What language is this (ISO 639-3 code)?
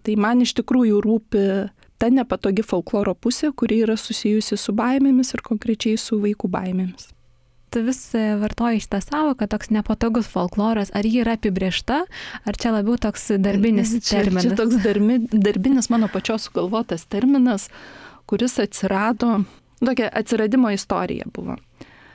lit